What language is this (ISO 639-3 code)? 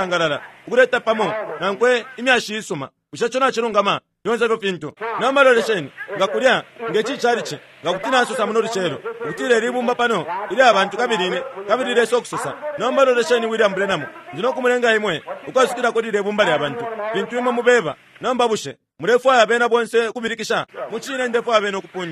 bem